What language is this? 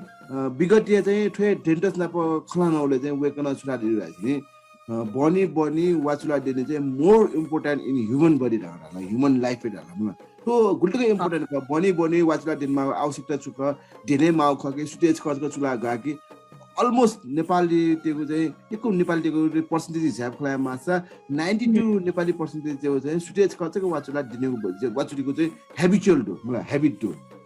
Newari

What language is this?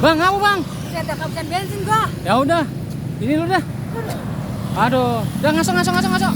Betawi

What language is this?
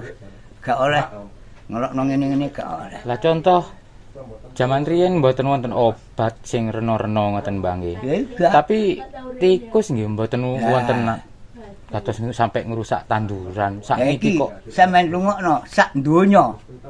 Javanese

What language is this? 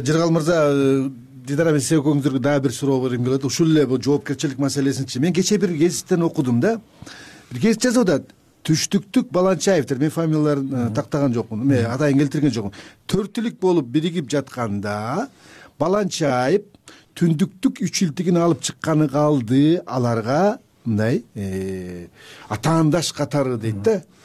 Kyrgyz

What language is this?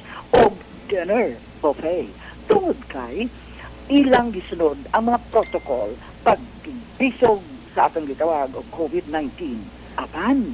Cebuano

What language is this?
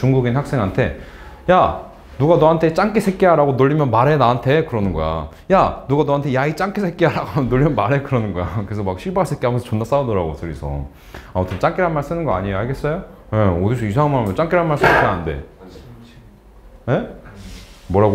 Korean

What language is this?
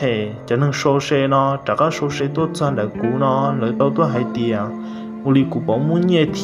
Hmong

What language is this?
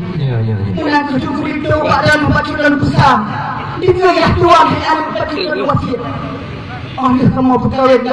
Achinese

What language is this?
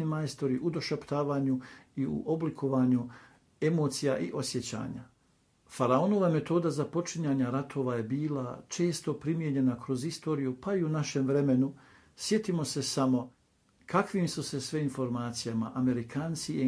Bosnian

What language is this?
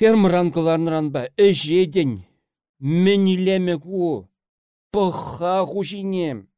Chuvash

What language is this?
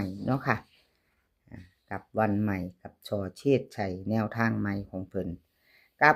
Northeastern Thai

